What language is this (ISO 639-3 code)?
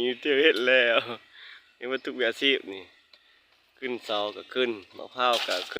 lao